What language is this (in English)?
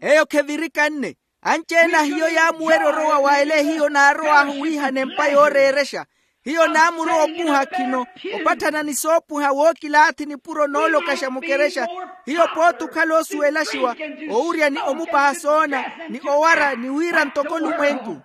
Makhuwa